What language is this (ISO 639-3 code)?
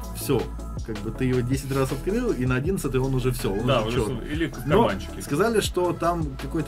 rus